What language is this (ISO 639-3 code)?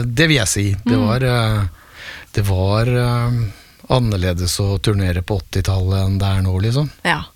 nor